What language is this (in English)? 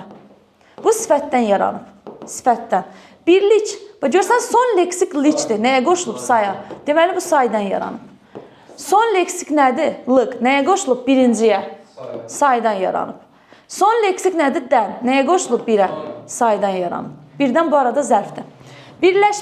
Azerbaijani